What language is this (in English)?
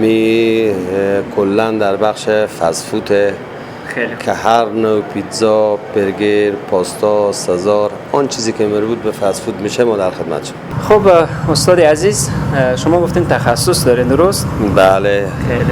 Persian